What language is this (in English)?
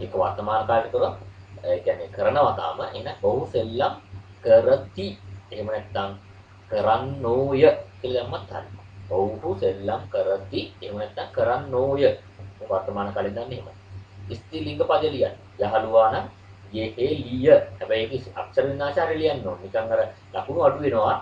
Sinhala